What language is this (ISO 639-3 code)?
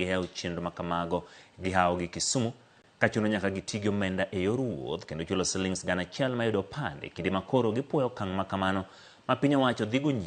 luo